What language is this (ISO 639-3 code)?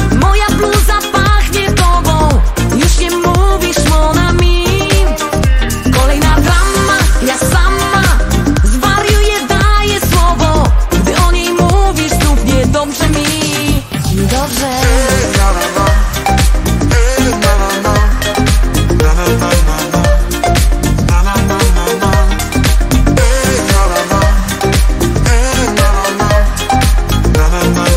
pol